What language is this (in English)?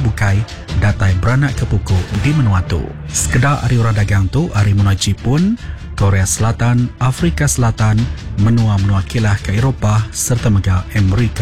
Iban